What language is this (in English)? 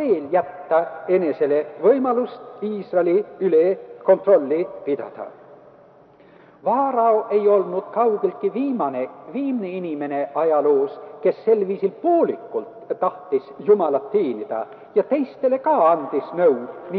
Estonian